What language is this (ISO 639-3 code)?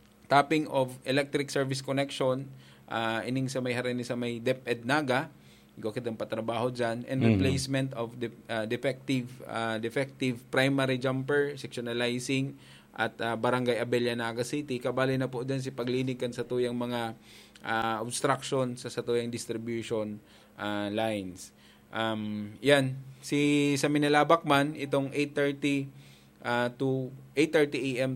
bik